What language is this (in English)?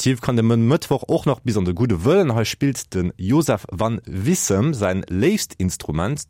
Luxembourgish